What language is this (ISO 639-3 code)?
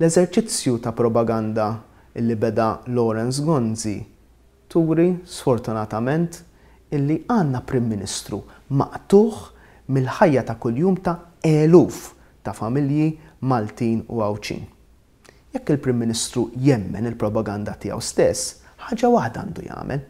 mlt